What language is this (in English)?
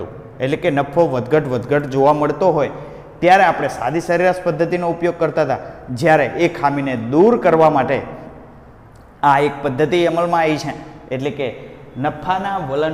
Gujarati